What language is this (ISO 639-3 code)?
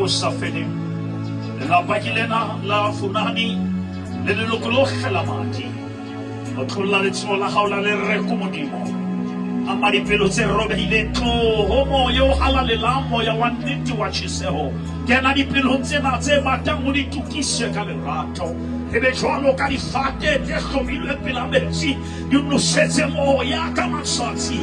sot